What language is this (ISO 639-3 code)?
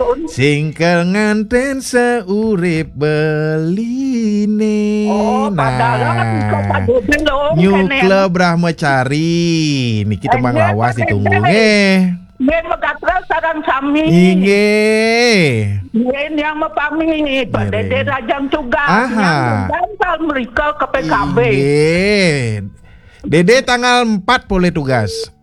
ban